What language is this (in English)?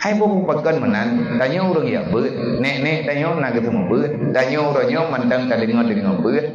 Achinese